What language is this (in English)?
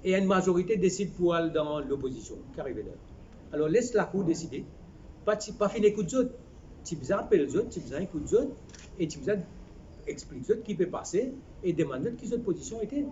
Morisyen